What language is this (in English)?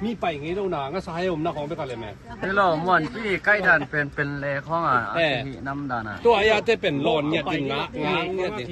Tedim Chin